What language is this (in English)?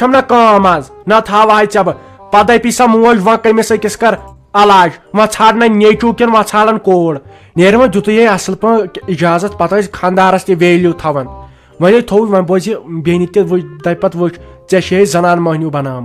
Kashmiri